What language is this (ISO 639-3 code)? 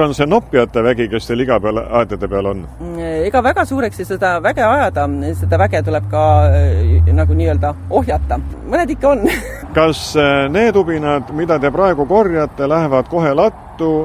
est